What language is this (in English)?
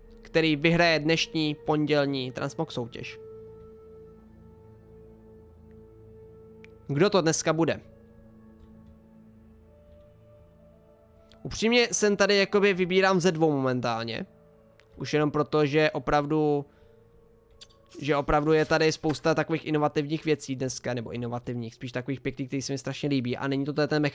Czech